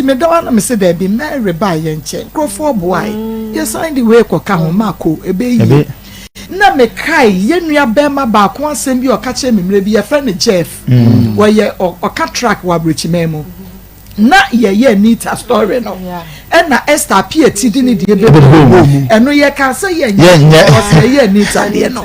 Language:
Akan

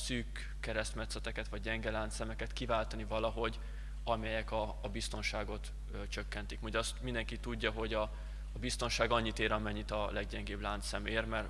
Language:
Hungarian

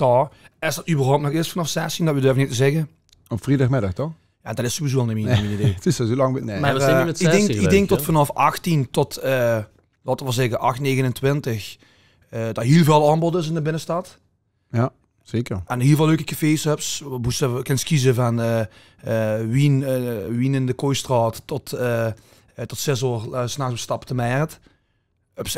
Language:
Limburgish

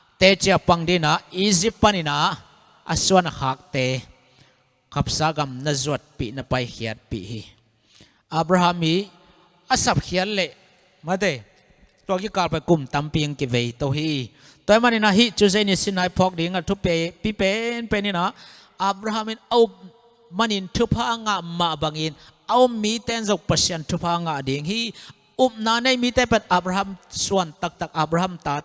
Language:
Tedim Chin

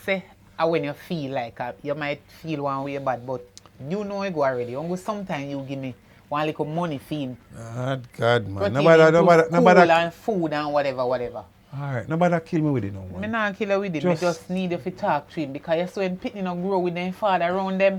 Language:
Jamaican Creole English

